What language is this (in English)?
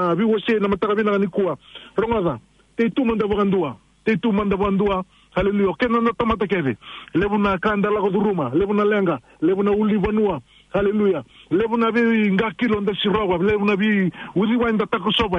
Fijian